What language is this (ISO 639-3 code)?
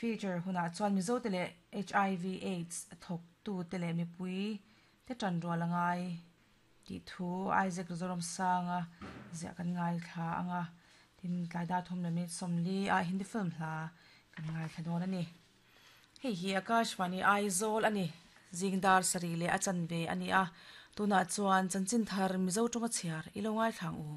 lus